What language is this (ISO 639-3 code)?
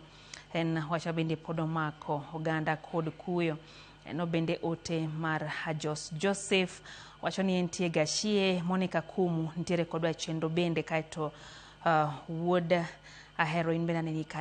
luo